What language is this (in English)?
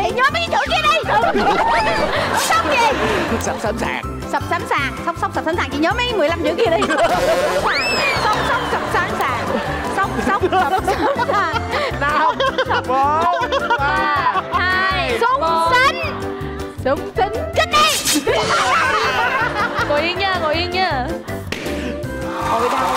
Vietnamese